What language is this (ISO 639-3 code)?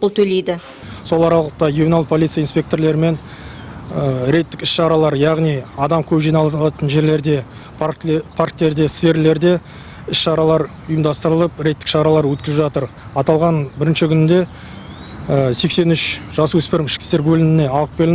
kaz